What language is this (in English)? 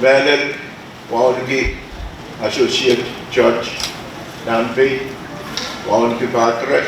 Pohnpeian